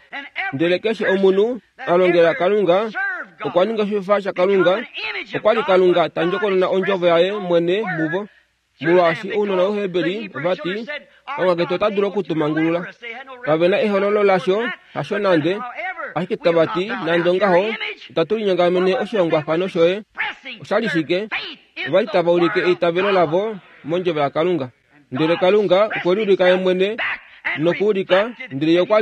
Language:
Kuanyama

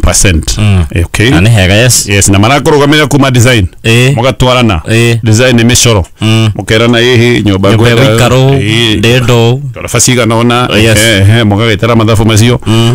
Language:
Kikuyu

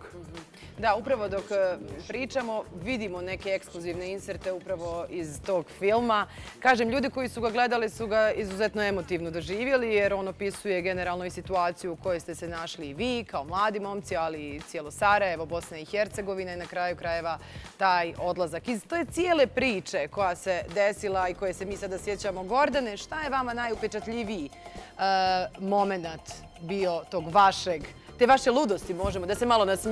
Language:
Bosnian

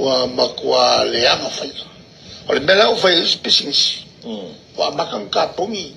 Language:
Samoan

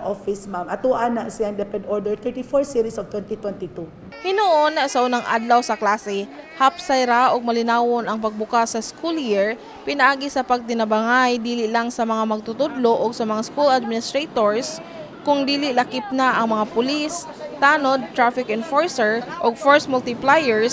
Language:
Cebuano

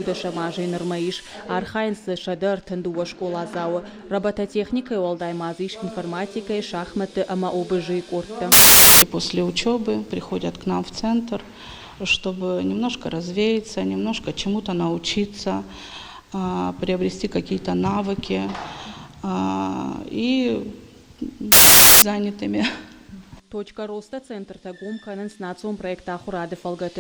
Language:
Ossetic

